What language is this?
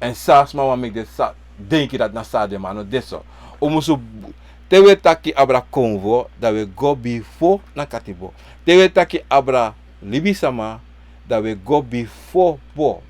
Sranan Tongo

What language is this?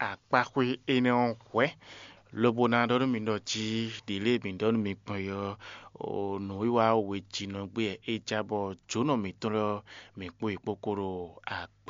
Fon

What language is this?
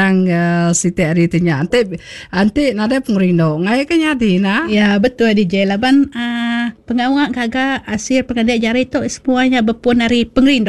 Iban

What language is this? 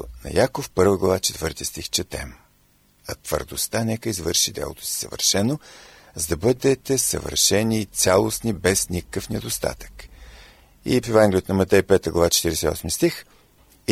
Bulgarian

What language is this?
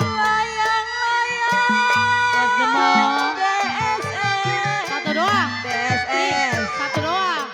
Betawi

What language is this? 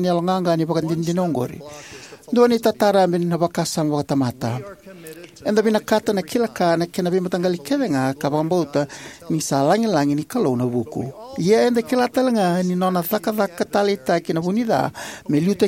Fijian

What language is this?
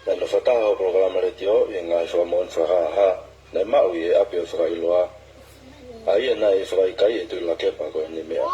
Tongan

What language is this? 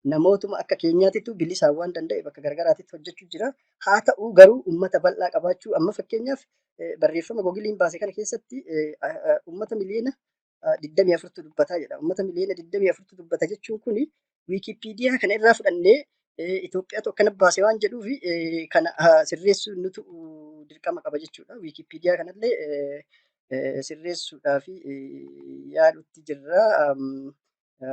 Oromo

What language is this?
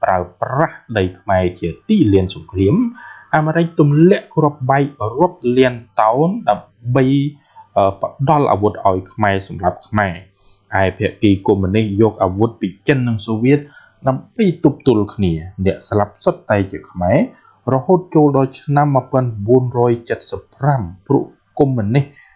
Khmer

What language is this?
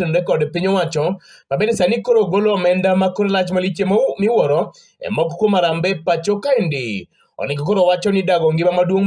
Luo (Kenya and Tanzania)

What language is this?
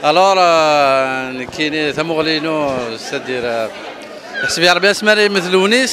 Kabyle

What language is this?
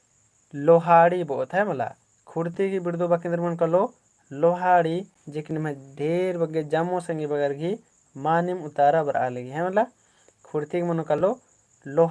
Kurukh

